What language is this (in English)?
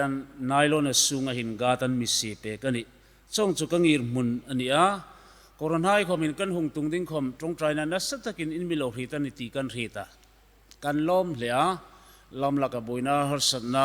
Hmar